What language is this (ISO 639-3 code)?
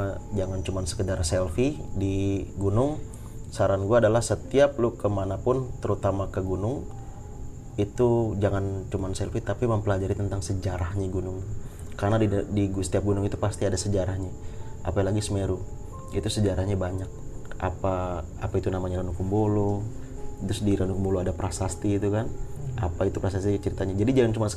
ind